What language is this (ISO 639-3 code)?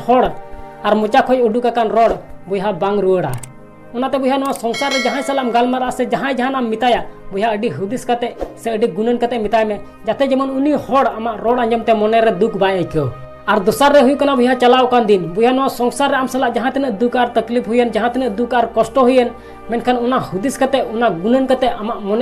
sat